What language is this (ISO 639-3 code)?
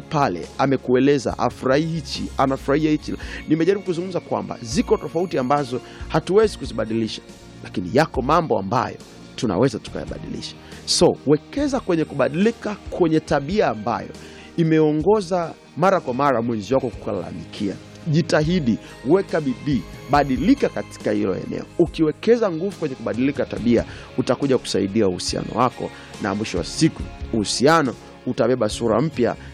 swa